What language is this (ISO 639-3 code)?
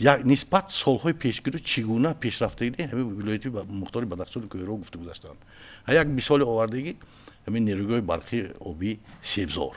tgk